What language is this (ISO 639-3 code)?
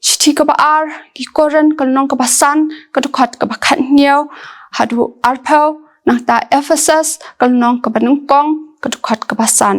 kha